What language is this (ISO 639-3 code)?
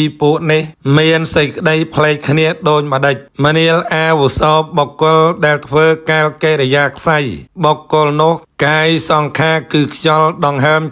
khm